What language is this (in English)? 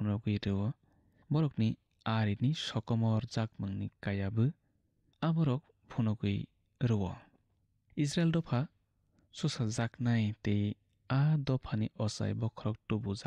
Kok Borok